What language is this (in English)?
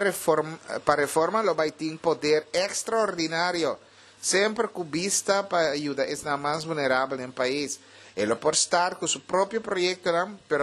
Papiamento